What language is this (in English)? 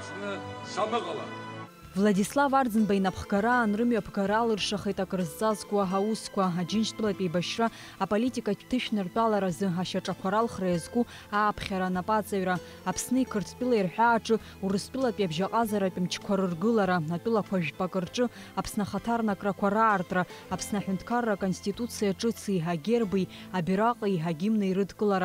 Abkhazian